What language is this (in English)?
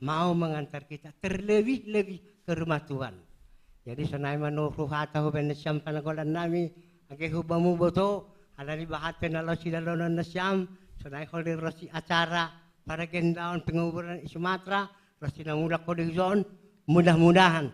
Batak Simalungun